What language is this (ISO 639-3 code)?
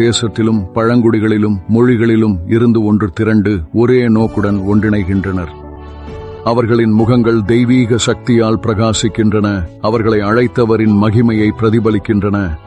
tam